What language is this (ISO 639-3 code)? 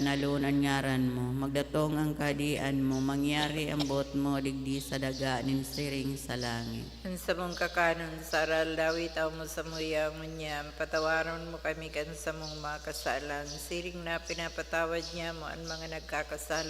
bik